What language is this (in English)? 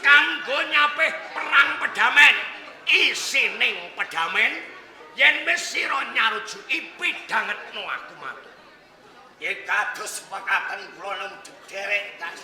Javanese